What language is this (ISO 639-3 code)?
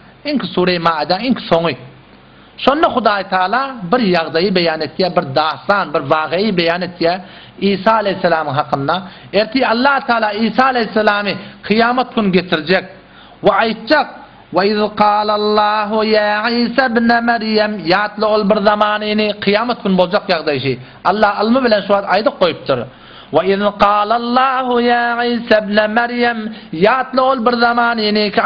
tuk